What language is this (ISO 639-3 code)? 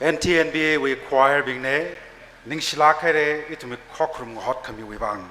nmf